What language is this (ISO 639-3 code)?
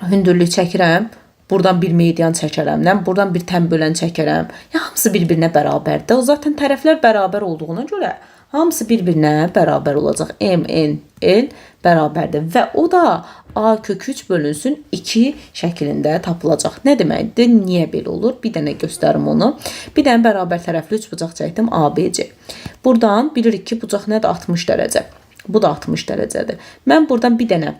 aze